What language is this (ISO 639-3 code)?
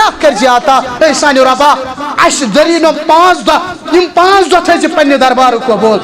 kas